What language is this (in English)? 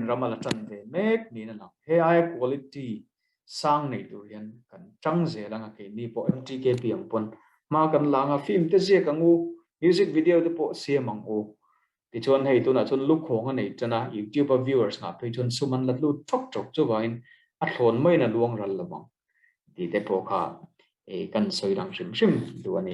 Mizo